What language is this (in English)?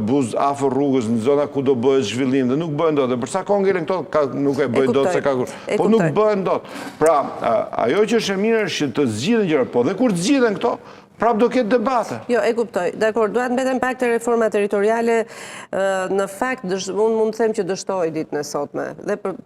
Albanian